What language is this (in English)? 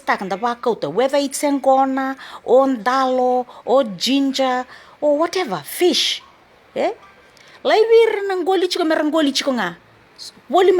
Fijian